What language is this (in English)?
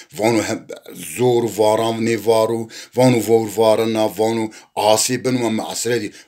Zaza